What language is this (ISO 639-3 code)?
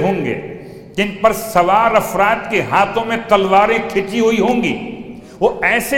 urd